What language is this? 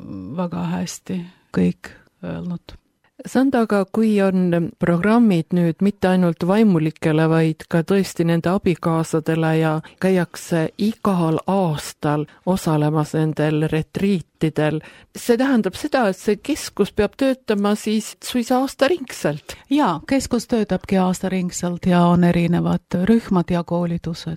Estonian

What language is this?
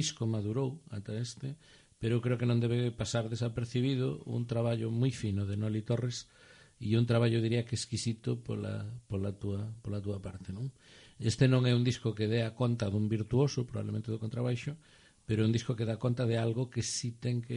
Galician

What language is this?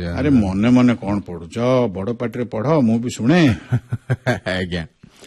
Odia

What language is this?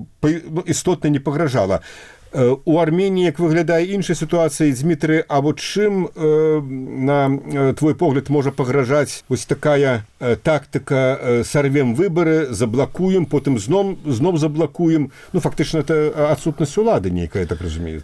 Belarusian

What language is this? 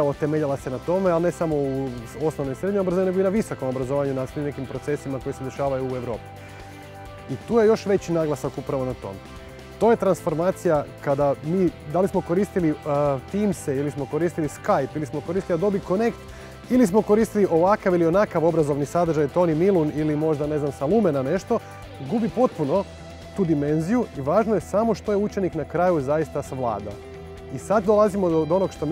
Croatian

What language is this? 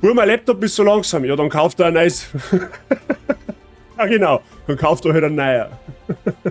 Bavarian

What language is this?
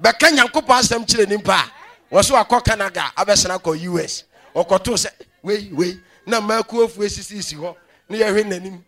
Akan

